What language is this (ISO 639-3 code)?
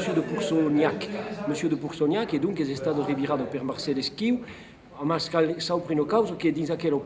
oci